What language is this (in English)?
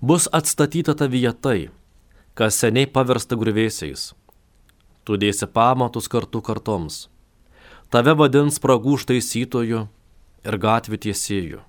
Lithuanian